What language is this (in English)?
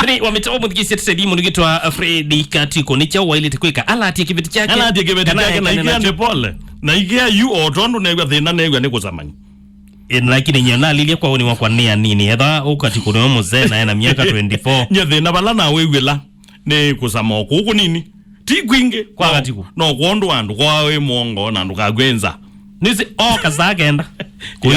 Kamba